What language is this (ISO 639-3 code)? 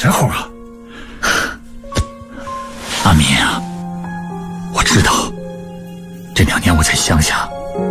zho